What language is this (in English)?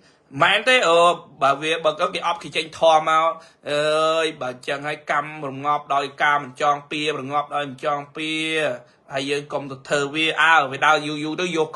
Khmer